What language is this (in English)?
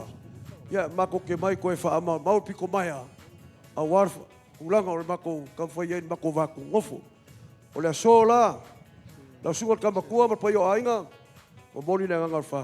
Samoan